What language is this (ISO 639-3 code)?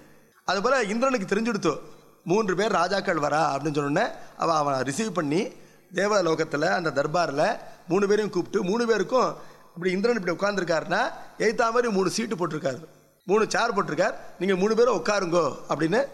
tam